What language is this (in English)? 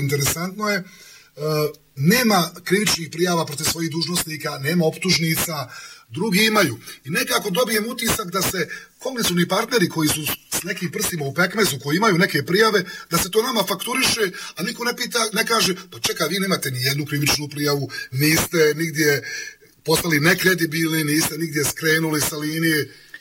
Bosnian